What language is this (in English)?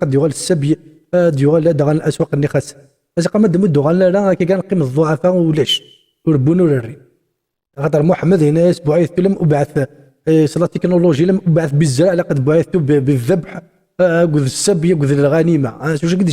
Kabyle